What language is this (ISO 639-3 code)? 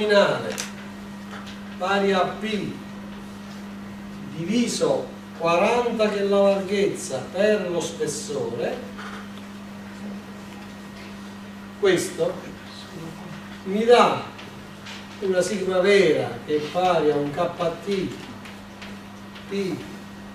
ita